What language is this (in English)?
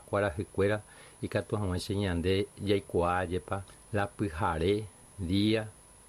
Guarani